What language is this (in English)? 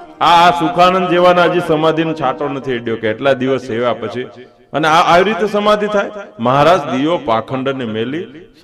Gujarati